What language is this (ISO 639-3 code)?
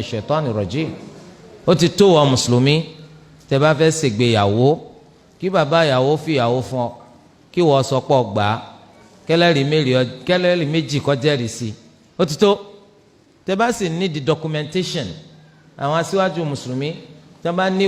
yor